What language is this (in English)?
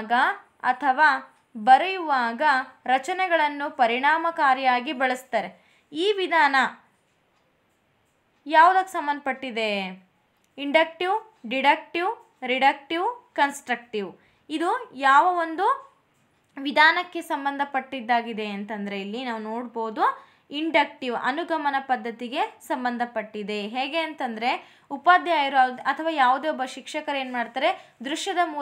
Kannada